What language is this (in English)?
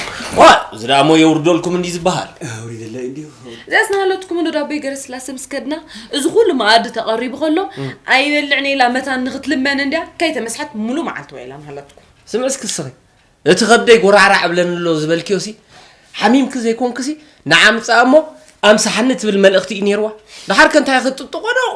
Tigrinya